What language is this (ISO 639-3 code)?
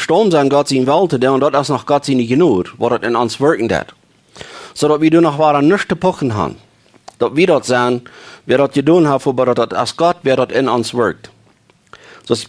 pdt